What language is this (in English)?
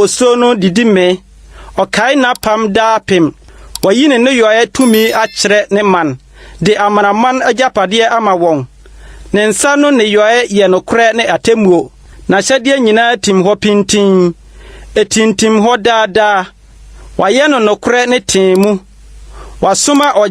Akan